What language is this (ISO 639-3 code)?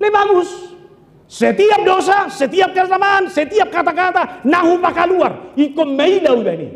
bbc